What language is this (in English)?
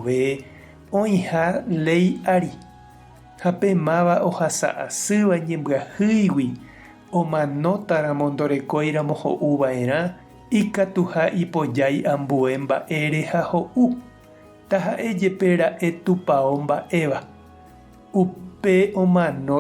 Guarani